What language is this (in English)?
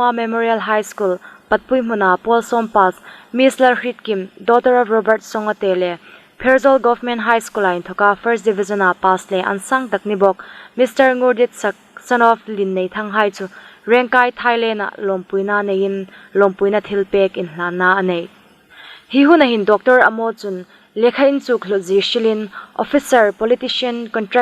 Hmar